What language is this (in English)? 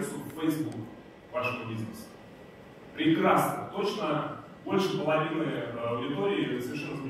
Russian